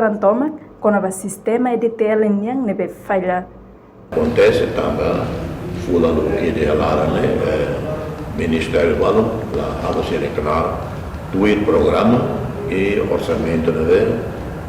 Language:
Tetum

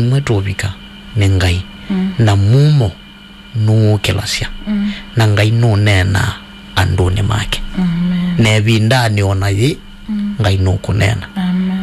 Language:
Kamba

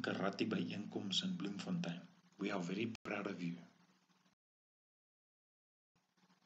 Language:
Afrikaans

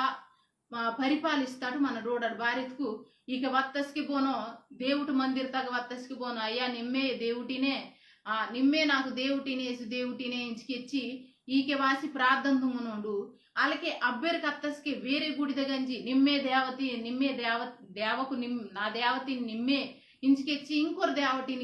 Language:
Koya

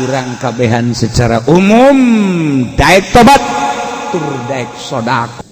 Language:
Sundanese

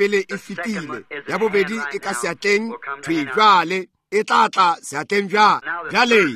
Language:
Northern Sotho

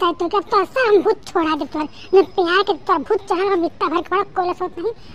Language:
Bhojpuri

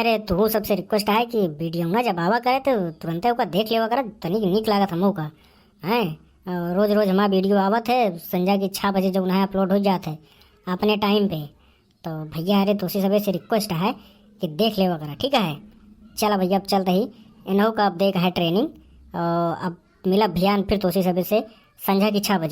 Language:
Awadhi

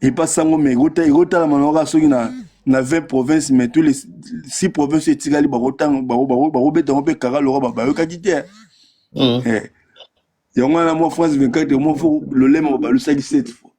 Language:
Lingala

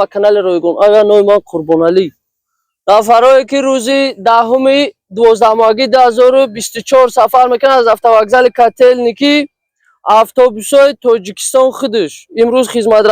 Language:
Tajik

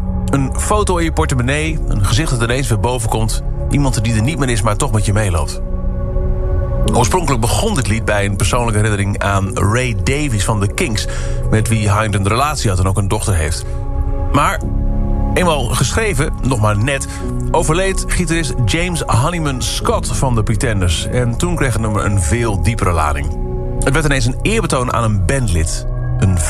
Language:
Dutch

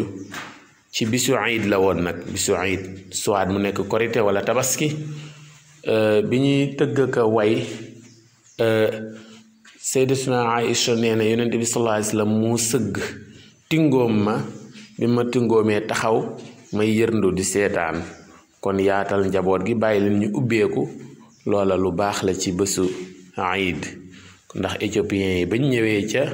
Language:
Wolof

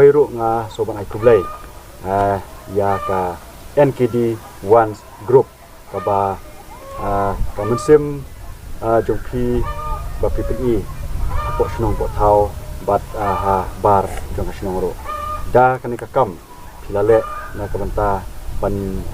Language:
Khasi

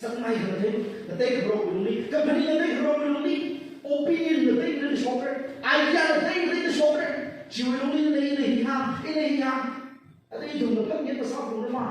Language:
Tangkhul Naga (India)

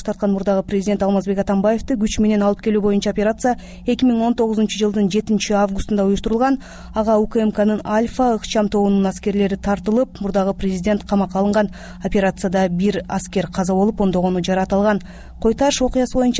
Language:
Kyrgyz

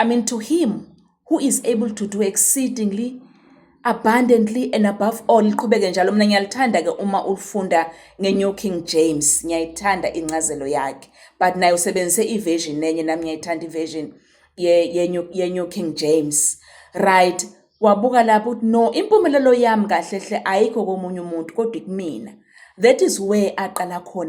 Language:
Zulu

